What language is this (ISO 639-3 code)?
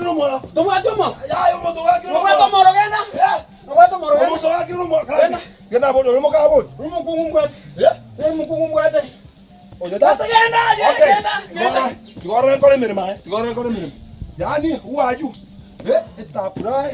guz